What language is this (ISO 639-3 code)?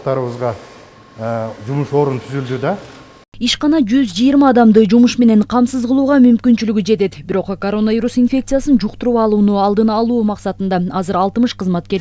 kir